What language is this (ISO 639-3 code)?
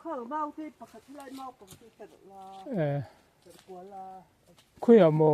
lus